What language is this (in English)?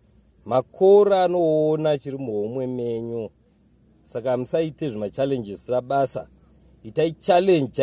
Shona